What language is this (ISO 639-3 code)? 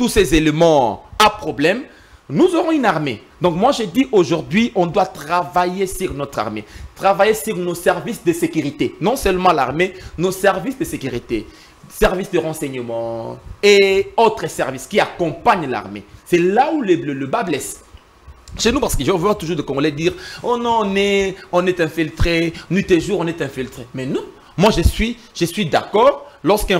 fra